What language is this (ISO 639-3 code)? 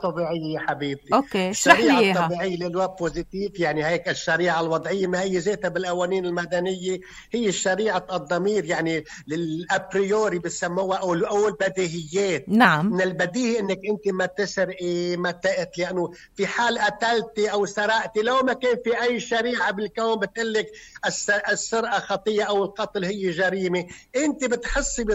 apc